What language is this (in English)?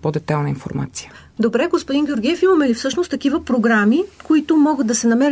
Bulgarian